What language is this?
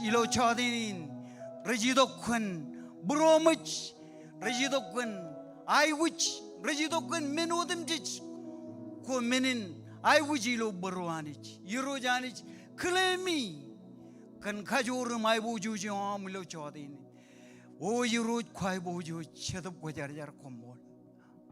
Marshallese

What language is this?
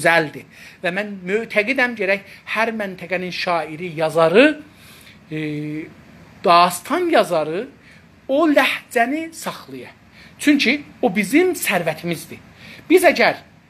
South Azerbaijani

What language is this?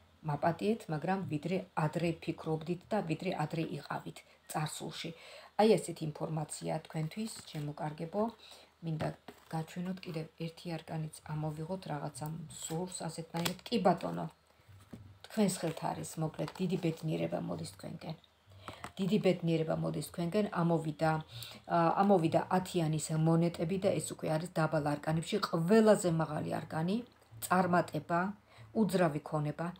Georgian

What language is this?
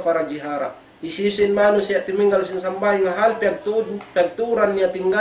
Tausug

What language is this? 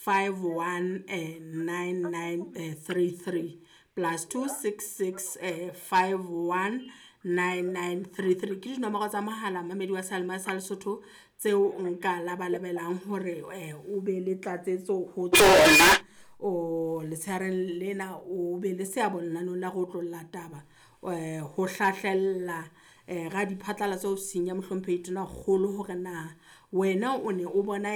Southern Sotho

